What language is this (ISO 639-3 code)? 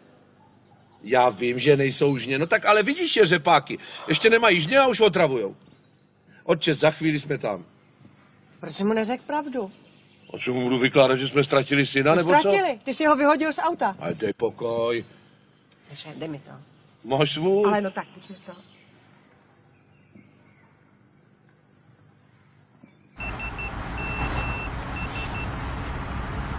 ces